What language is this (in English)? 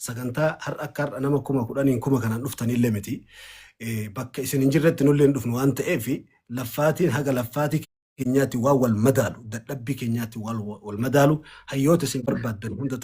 Oromo